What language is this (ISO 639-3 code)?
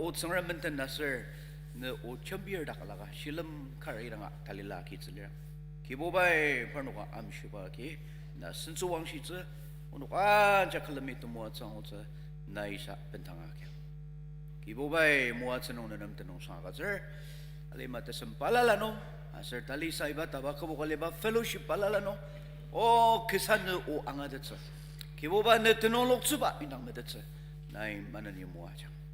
njo